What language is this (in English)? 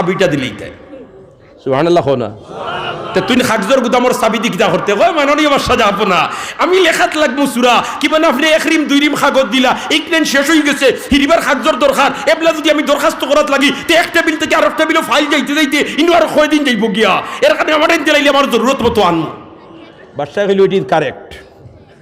Sylheti